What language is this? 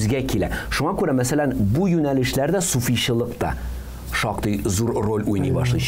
Tatar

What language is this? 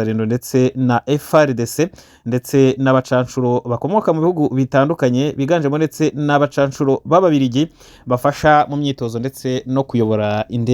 Kinyarwanda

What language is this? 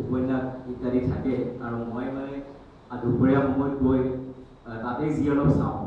Assamese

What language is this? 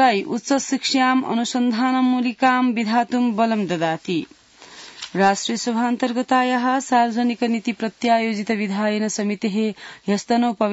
Sanskrit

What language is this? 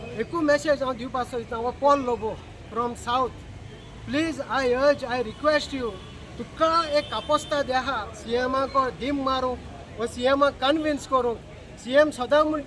Konkani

